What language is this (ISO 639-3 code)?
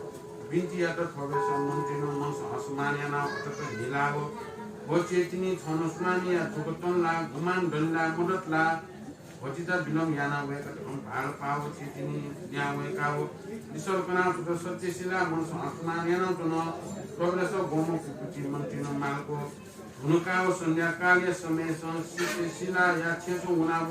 new